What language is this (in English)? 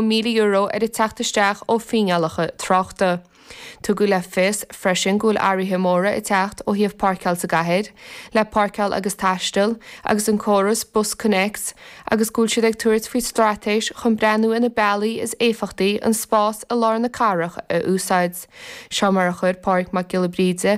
Irish